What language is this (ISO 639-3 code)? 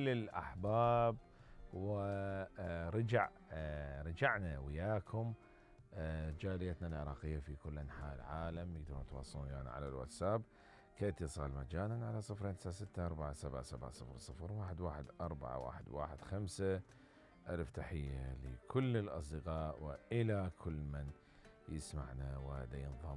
acm